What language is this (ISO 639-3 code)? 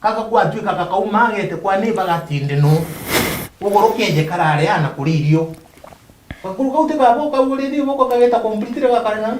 mer